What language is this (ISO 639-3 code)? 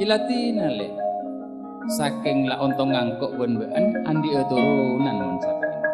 mad